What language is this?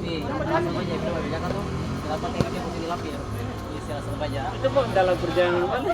Ambonese Malay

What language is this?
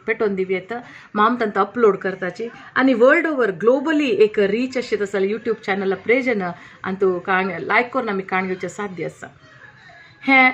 Konkani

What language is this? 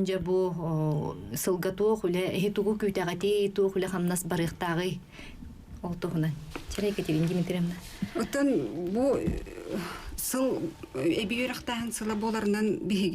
Yakut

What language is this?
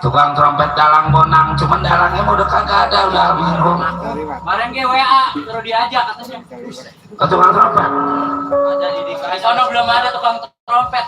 Betawi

